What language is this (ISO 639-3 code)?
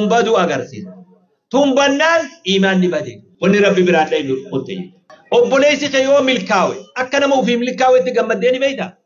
orm